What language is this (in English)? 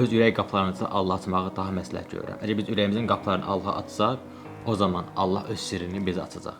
Azerbaijani